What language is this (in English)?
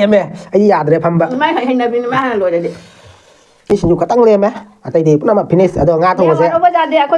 Manipuri